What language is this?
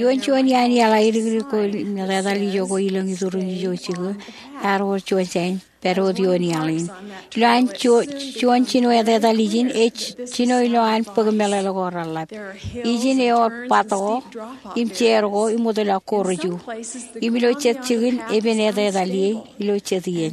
Marshallese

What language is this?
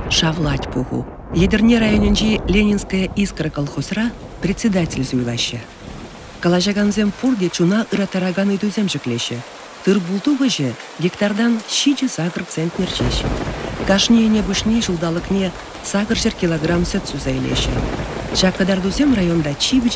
Chuvash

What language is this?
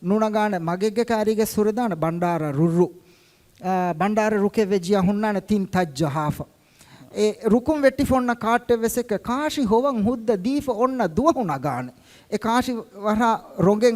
Divehi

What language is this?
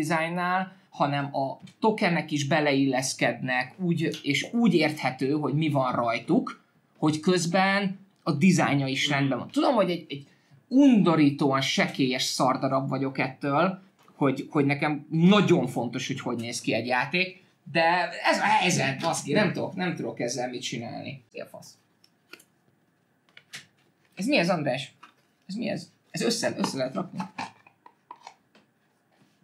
Hungarian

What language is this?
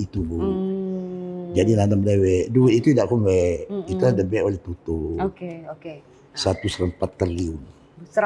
Musi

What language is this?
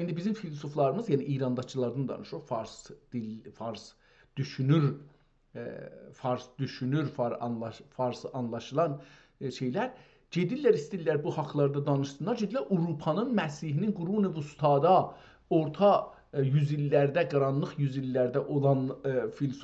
South Azerbaijani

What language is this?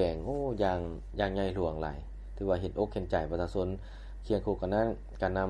Lao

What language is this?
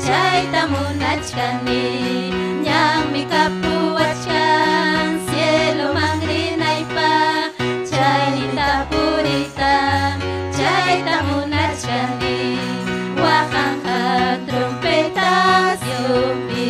Ayacucho Quechua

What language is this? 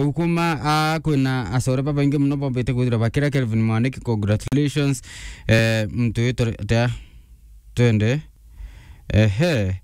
Meru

